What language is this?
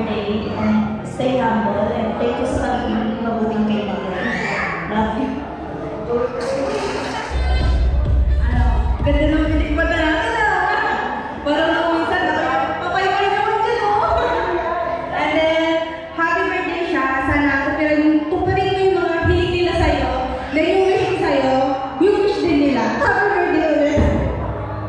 Filipino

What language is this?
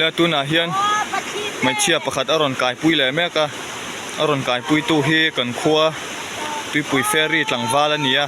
Mizo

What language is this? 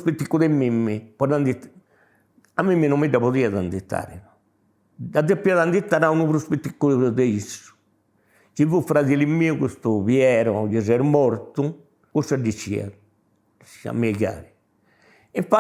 Sardinian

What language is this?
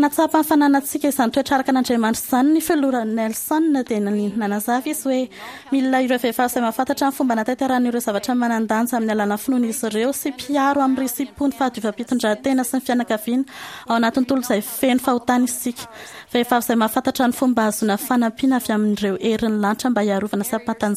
Malagasy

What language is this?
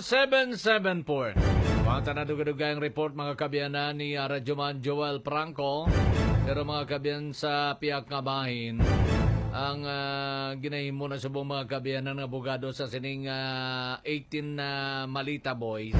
Hiligaynon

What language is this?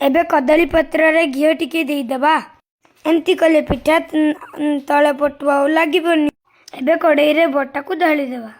Odia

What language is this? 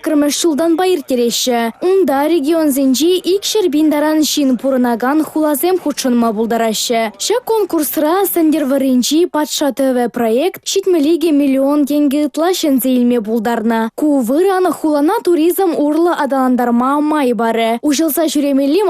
Chuvash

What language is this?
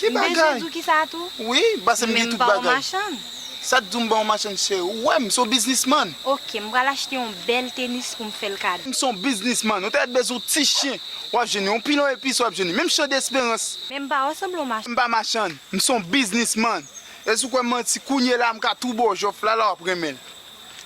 Haitian Creole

